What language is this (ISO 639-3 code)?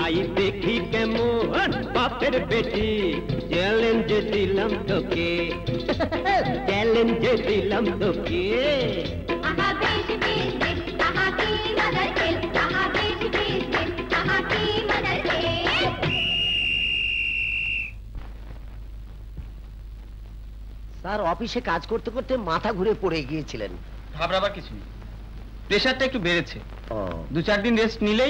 ben